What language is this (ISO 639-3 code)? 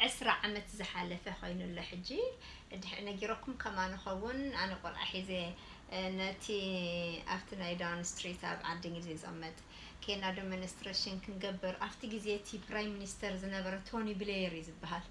tir